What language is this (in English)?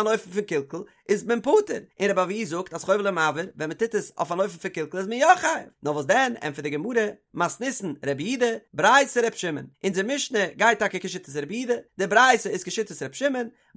Yiddish